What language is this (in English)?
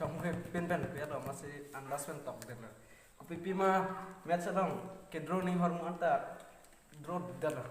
Karbi